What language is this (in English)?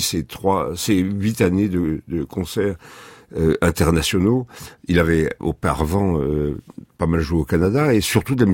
French